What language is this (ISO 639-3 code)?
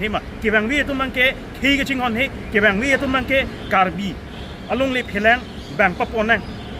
mjw